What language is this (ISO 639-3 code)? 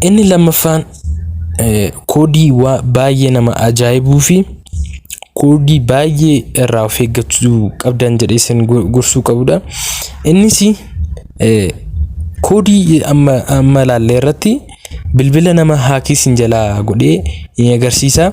orm